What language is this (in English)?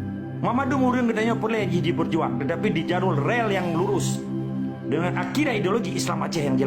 Achinese